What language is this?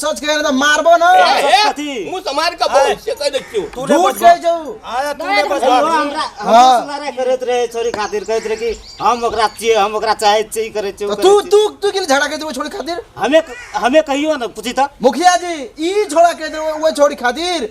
Maithili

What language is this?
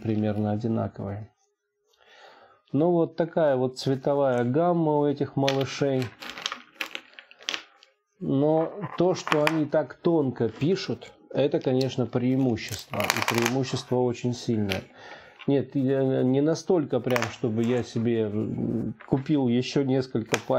Russian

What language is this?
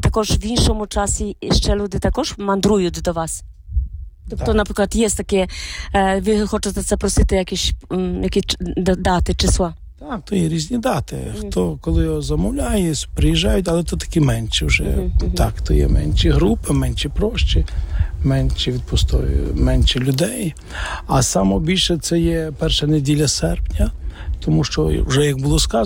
Ukrainian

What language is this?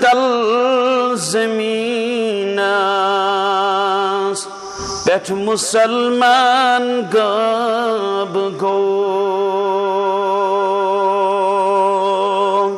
Kashmiri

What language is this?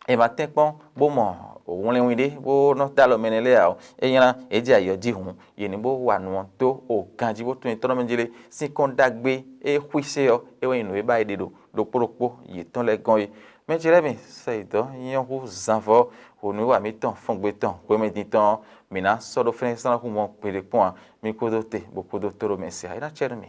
Fon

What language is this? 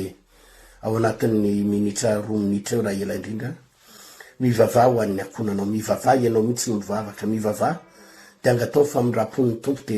Malagasy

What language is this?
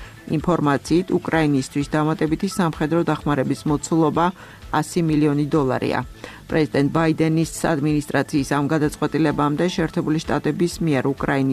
Georgian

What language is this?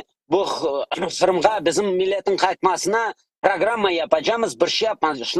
Crimean Tatar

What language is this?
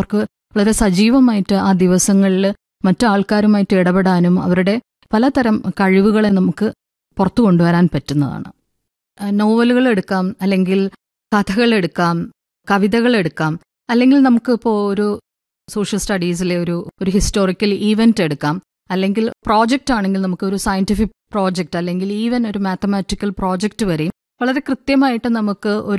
Malayalam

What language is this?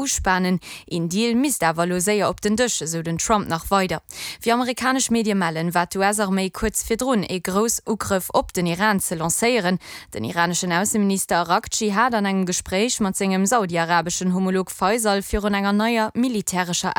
Luxembourgish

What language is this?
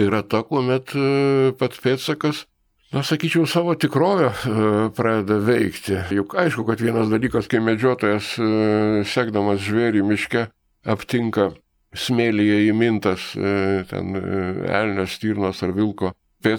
Lithuanian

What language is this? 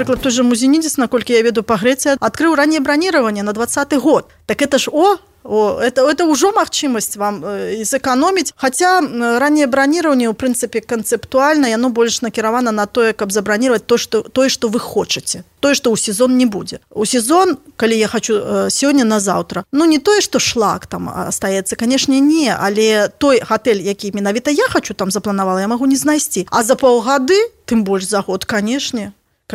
Belarusian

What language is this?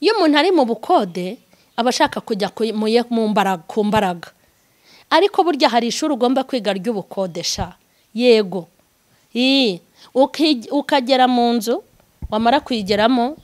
Kinyarwanda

